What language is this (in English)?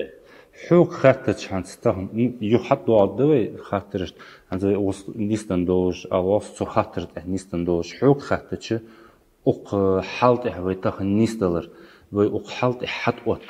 Ingush